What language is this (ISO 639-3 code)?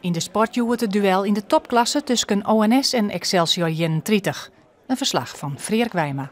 fry